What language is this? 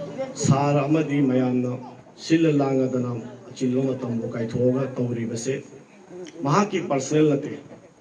Manipuri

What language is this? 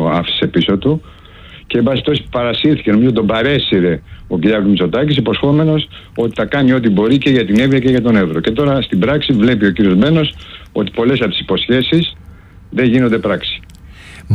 Greek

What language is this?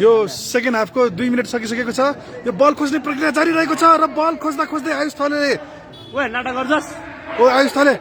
Nepali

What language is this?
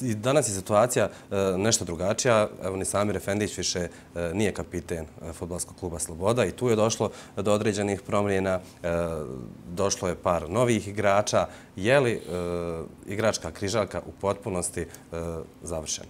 Bosnian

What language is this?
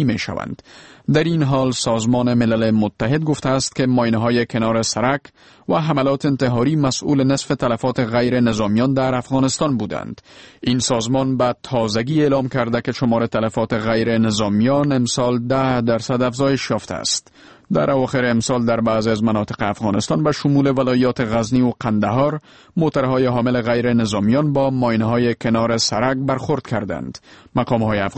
Persian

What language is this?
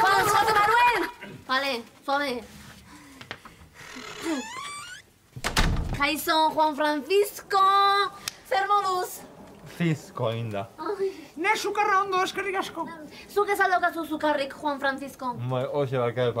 Basque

